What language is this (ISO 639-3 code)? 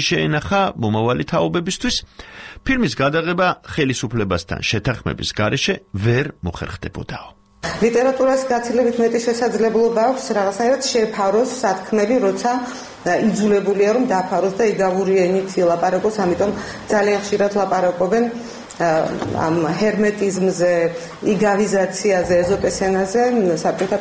kat